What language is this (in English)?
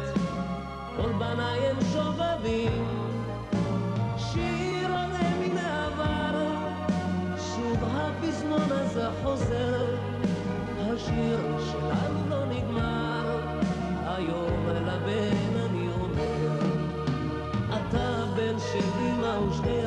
Hebrew